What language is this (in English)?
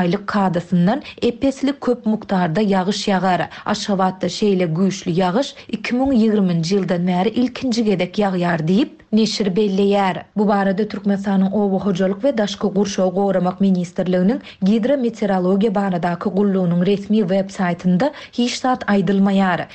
Turkmen